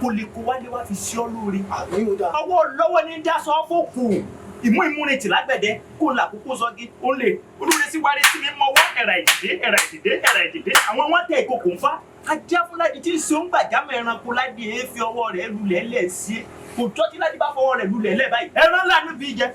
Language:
Yoruba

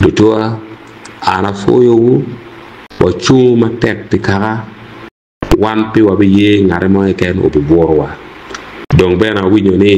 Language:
Acoli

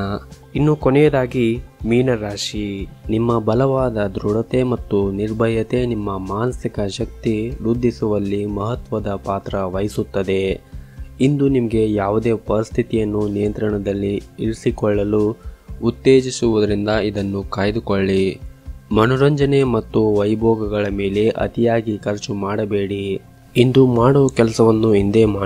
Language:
Kannada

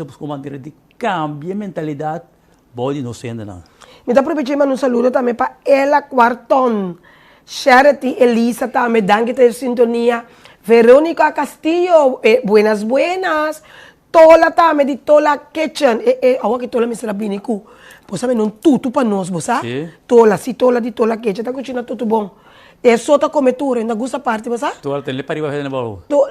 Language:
Papiamento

